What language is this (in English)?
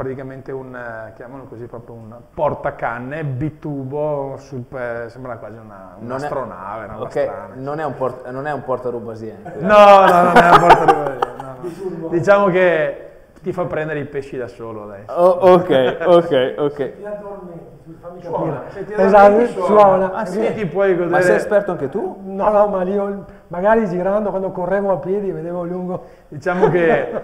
Italian